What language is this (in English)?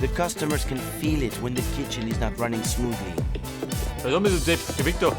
Bavarian